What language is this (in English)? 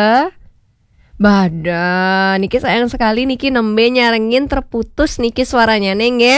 Balinese